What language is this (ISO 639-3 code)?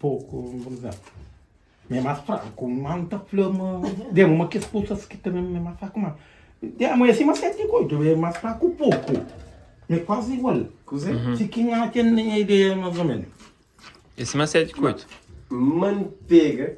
kea